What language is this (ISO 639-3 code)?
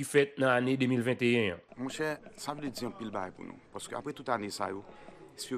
hat